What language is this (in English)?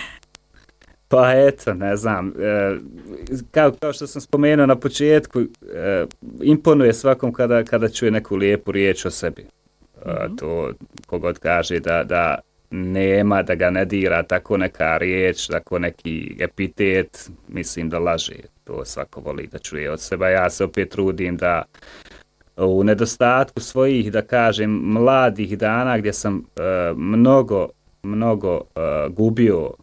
Bosnian